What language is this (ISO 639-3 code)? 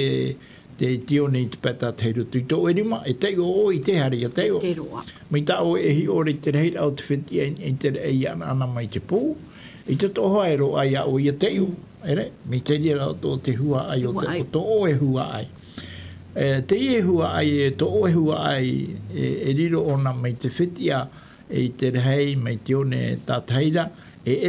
tah